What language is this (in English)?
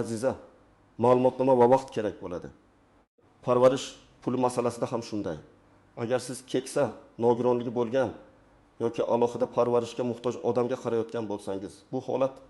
Uzbek